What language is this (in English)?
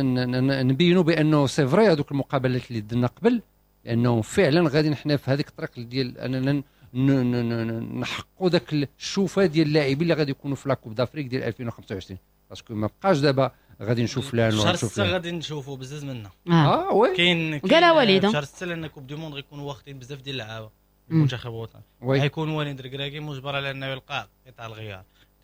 Moroccan Arabic